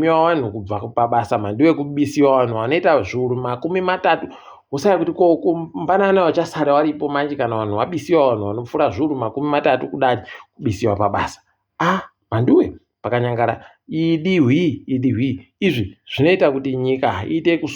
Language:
Ndau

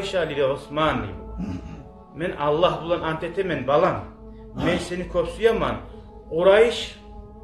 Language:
Kumyk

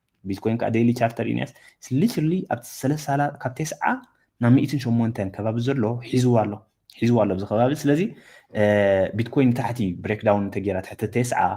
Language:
Tigrinya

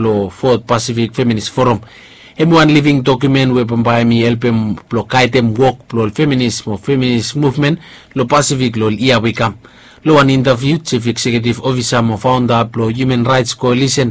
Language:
Bislama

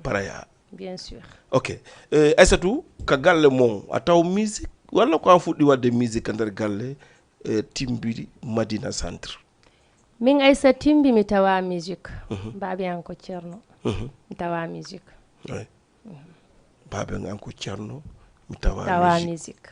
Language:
Fula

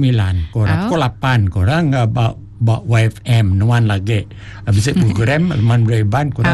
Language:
Iban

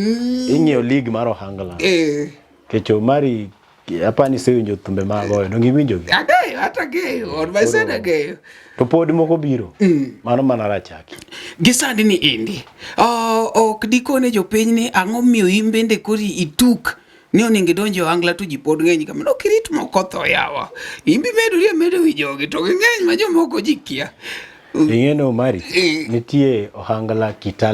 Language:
Luo (Kenya and Tanzania)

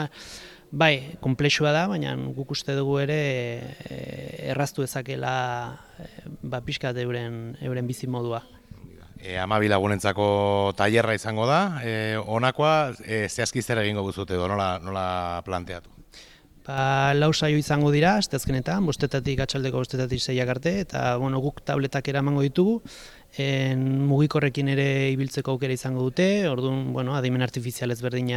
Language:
Basque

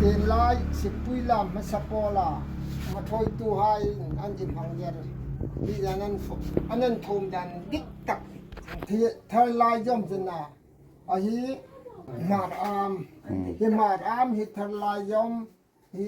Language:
Hmar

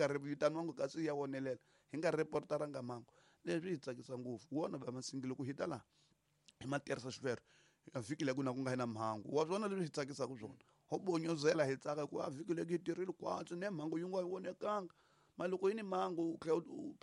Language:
Tsonga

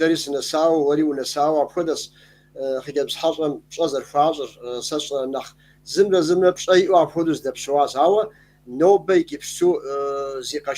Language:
Kabardian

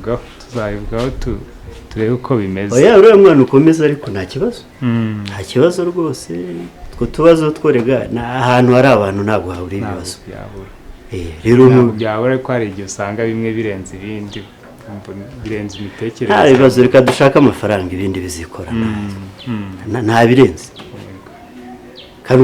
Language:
Kinyarwanda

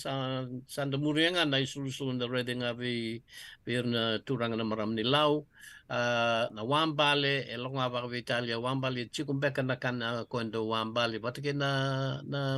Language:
Fijian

